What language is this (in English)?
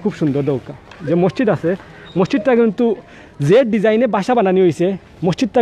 Sylheti